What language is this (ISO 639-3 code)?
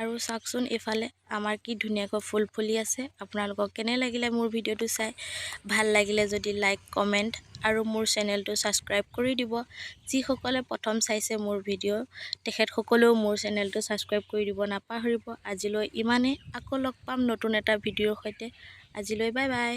asm